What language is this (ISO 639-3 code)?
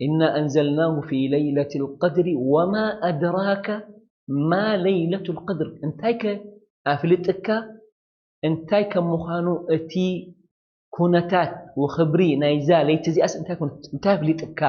tir